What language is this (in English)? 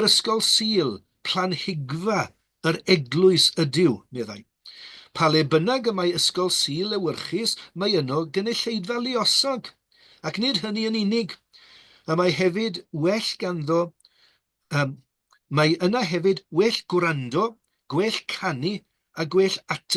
Welsh